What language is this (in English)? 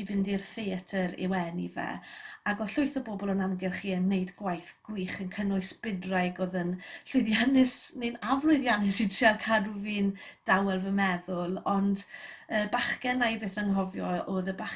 Welsh